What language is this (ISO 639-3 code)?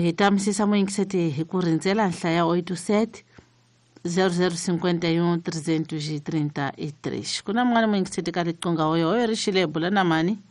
tso